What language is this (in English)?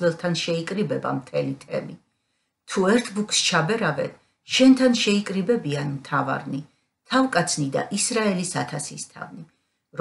Georgian